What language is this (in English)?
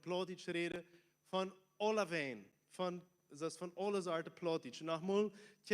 Plautdietsch